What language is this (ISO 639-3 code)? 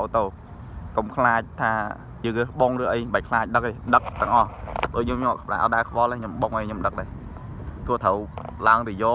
khm